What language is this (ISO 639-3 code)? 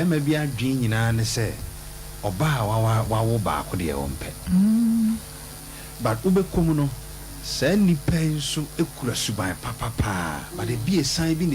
aka